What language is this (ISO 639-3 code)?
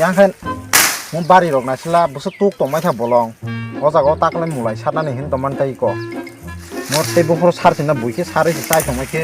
trp